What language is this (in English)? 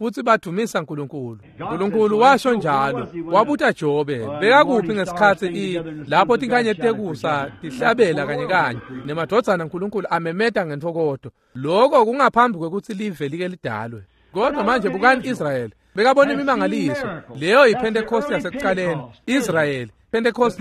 Swati